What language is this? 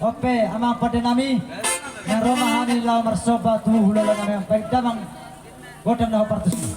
Batak Toba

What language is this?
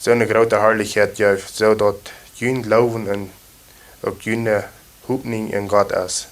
Plautdietsch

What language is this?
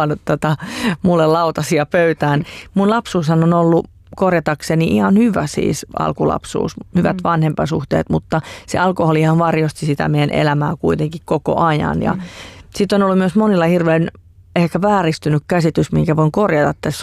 Finnish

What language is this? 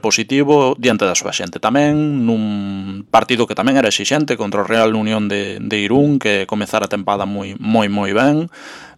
Galician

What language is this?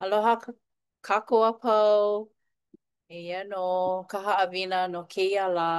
Hawaiian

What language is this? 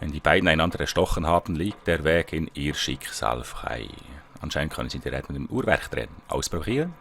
Swiss German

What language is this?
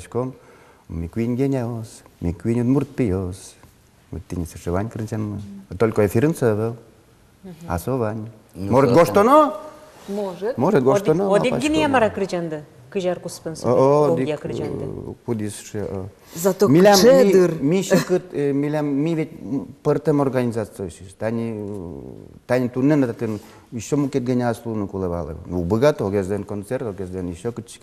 Udmurt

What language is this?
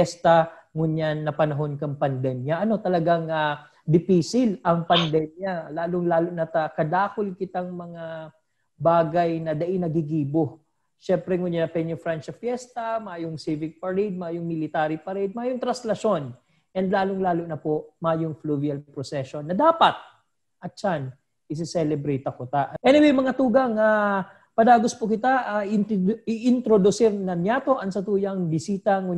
Bikol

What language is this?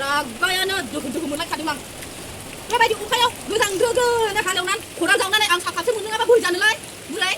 Bodo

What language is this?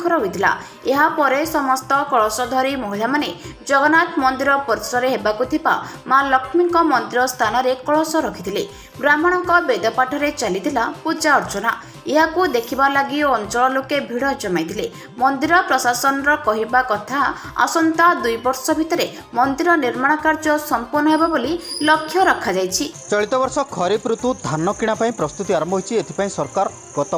Odia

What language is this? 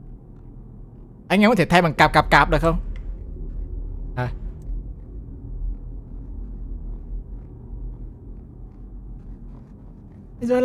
Vietnamese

